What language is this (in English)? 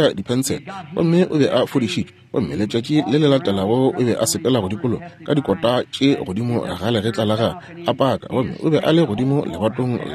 Northern Sotho